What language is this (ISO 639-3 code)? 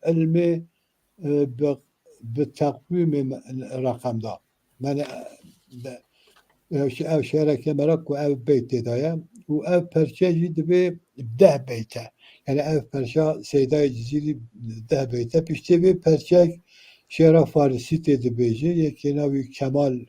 kur